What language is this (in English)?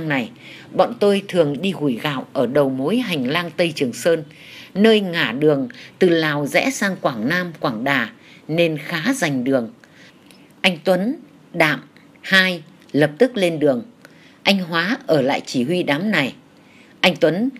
Vietnamese